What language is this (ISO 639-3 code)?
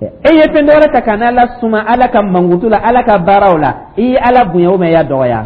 dyu